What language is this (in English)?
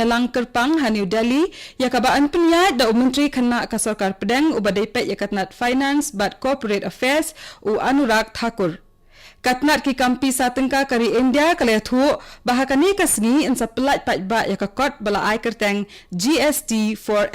Khasi